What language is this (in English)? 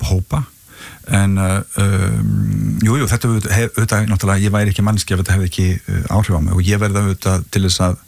Icelandic